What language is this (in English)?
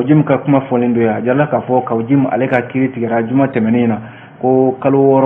Bambara